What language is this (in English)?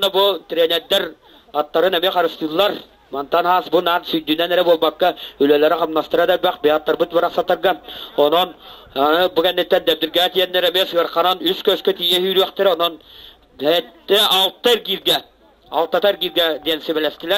Yakut